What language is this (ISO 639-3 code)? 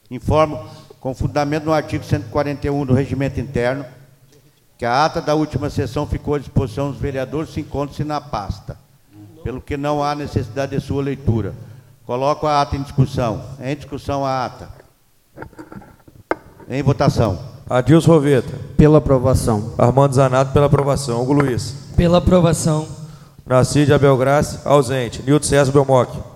por